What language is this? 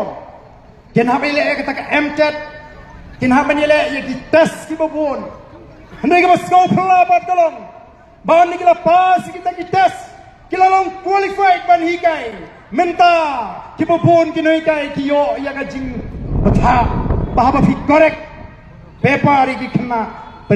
Khasi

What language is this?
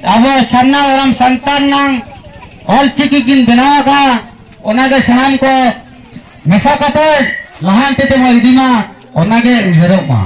Santali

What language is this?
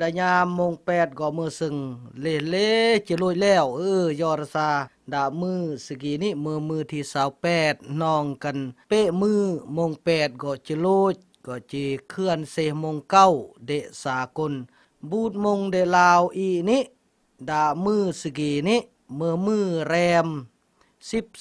Khmu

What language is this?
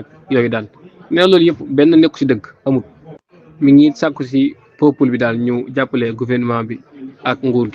Wolof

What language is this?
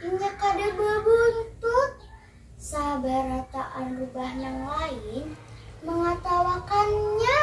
Banjar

